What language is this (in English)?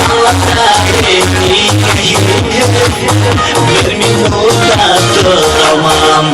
Bashkir